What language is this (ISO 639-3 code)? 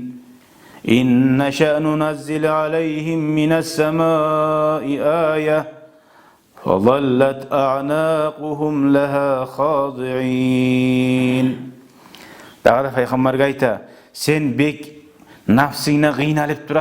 kum